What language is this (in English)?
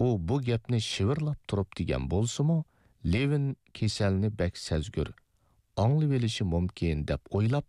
Uyghur